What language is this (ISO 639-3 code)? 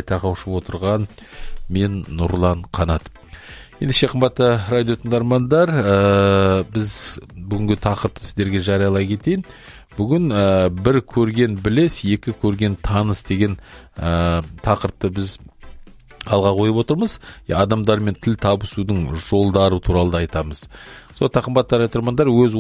kaz